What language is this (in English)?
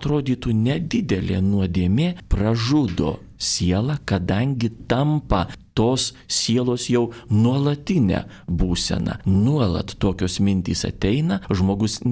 Lithuanian